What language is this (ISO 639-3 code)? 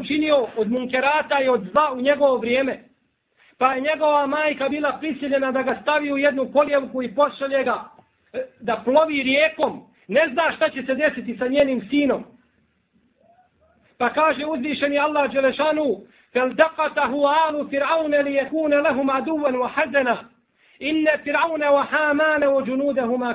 bos